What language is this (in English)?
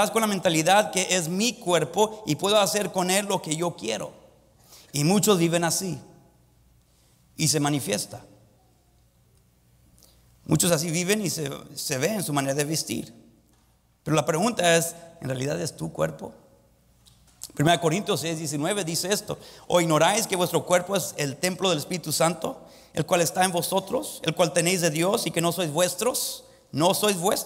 Spanish